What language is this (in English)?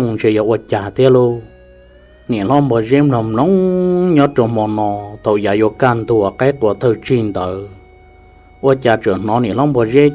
Hmong